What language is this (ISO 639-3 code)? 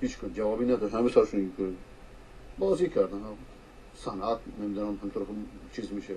fas